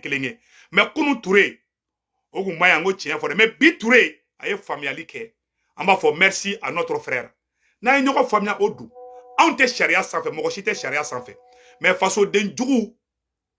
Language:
Bambara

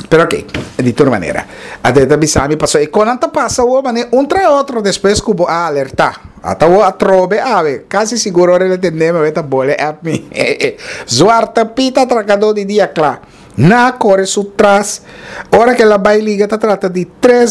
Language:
Papiamento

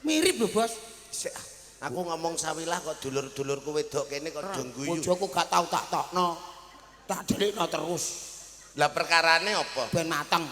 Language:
Javanese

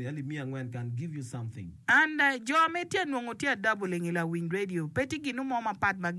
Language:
Acoli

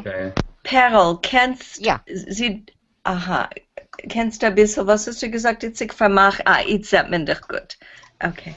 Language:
Yiddish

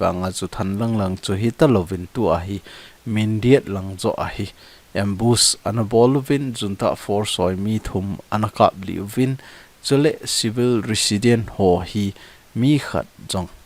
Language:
Thado Chin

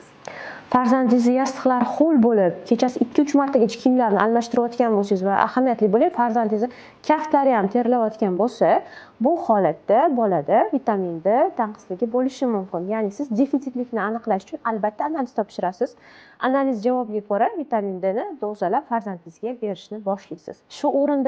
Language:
Uzbek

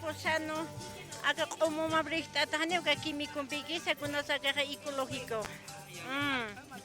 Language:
Aymara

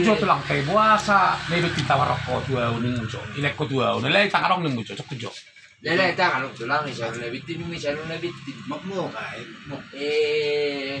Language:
Batak Toba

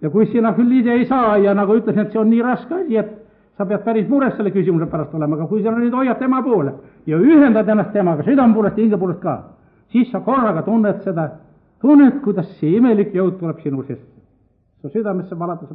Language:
Estonian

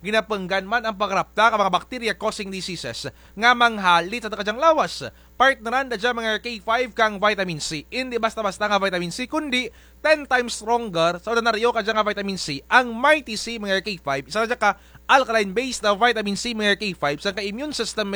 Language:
Kinaray-a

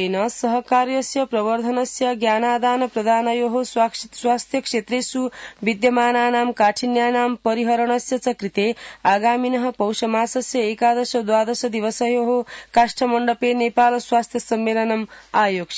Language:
Sanskrit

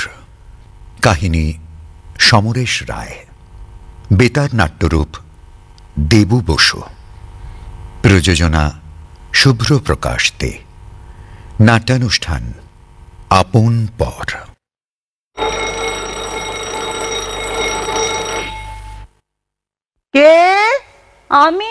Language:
Bangla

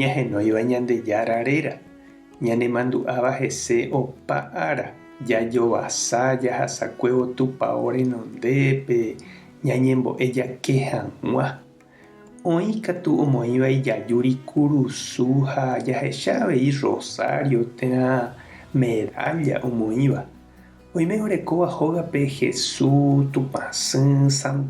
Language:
Guarani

